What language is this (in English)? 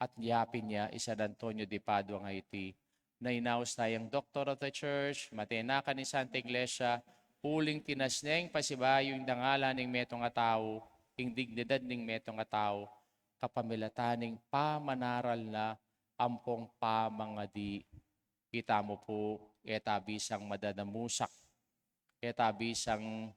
Pampanga